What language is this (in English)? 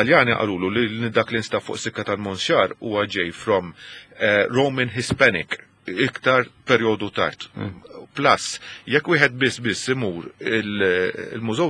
Maltese